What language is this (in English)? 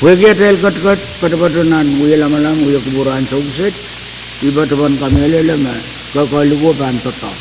Pohnpeian